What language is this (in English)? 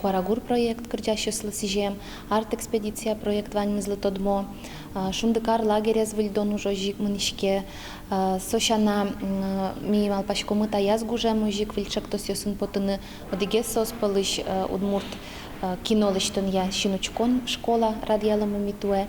Udmurt